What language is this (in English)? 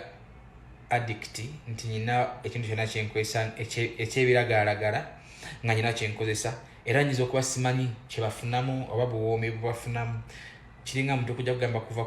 Ganda